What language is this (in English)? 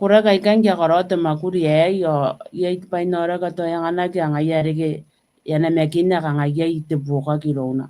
Gilbertese